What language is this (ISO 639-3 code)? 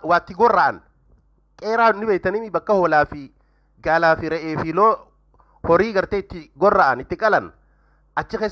orm